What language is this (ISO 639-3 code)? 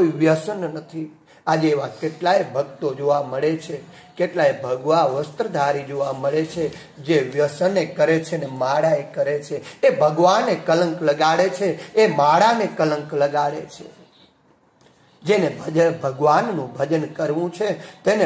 guj